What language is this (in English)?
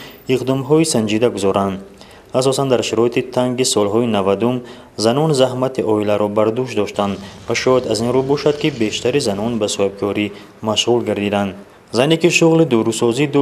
Tajik